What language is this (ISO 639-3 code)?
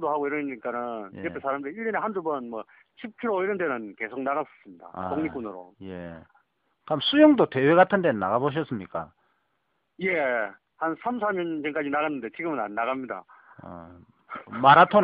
kor